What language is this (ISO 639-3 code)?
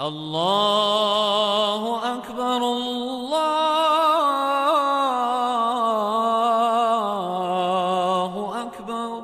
bos